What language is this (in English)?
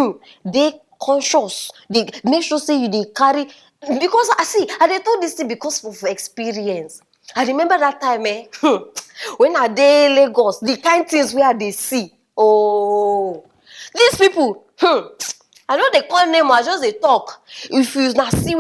Nigerian Pidgin